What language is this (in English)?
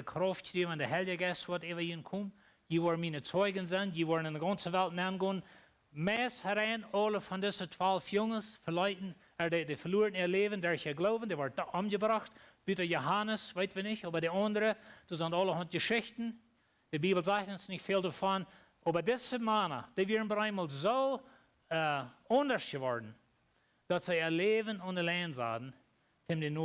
Plautdietsch